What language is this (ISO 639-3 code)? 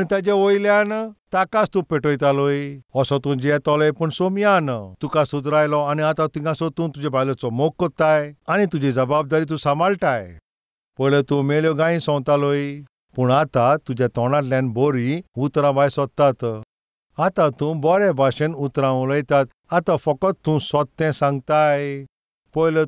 kok